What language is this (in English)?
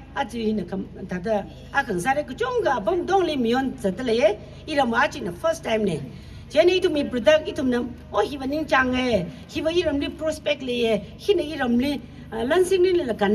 Tangkhul Naga (India)